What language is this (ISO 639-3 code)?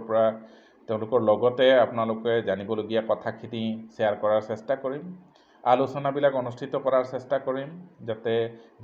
asm